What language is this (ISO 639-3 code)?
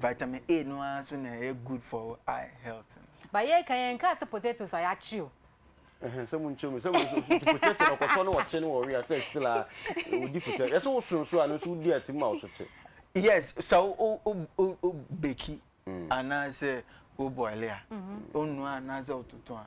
aka